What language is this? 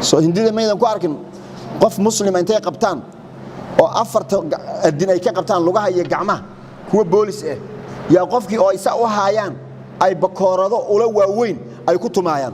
Somali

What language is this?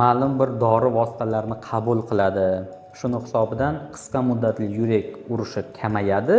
Uzbek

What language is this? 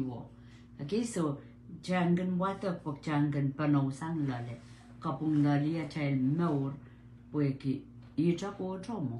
Pohnpeian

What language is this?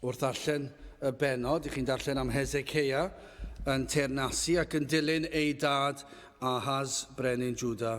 Welsh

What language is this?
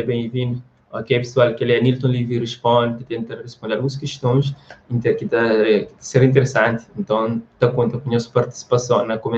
Kabuverdianu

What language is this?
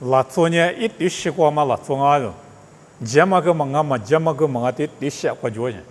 Lisu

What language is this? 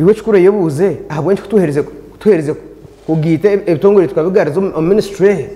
Nyankole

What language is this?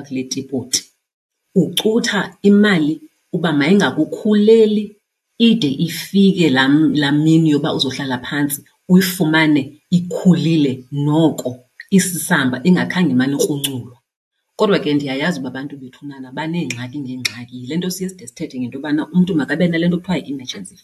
Xhosa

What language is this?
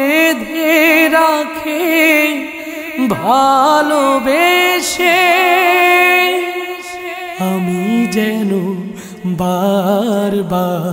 Bangla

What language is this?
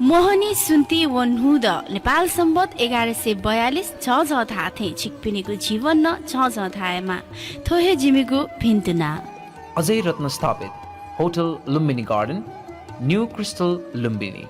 Newari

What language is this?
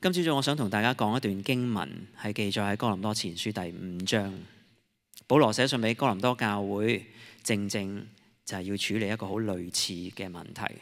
Cantonese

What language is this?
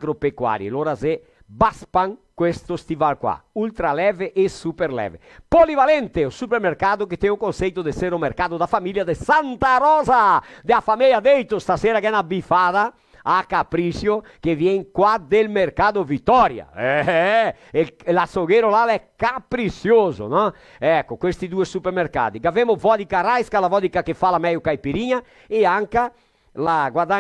Venetian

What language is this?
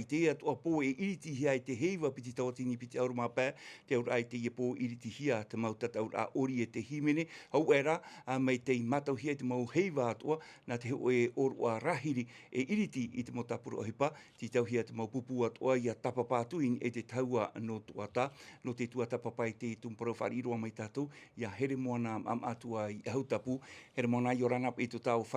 Tahitian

